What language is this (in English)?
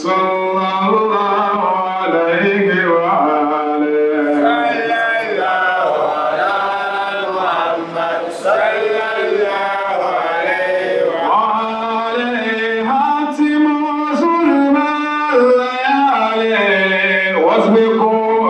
Dagbani